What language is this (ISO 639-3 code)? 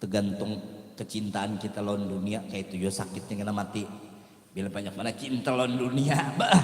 bjn